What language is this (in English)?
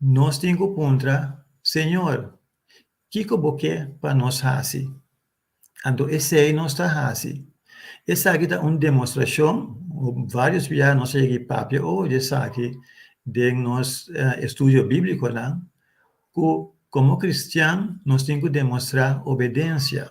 Papiamento